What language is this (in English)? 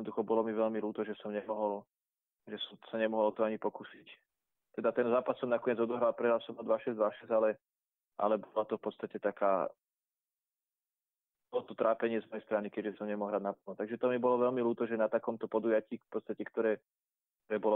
Slovak